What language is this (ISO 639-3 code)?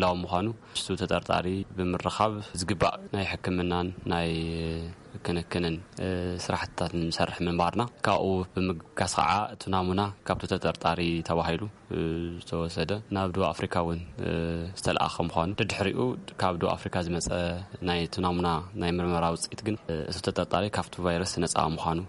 tir